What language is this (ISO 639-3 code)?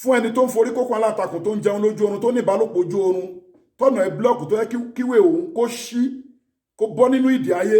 yor